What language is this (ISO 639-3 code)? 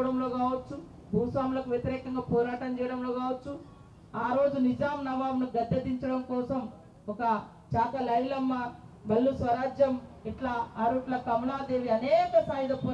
tel